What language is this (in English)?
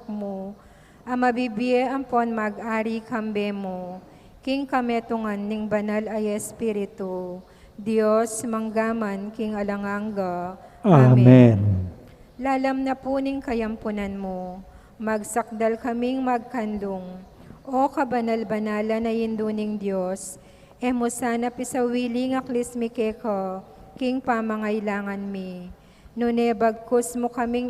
Pampanga